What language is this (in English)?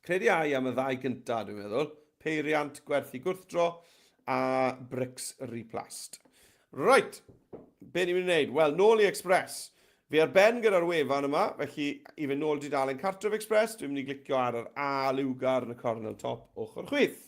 Welsh